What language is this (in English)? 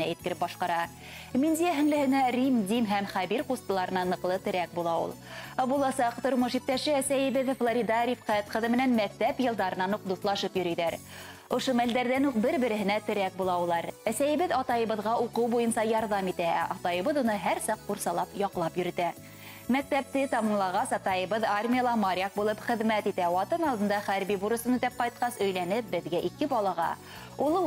Bashkir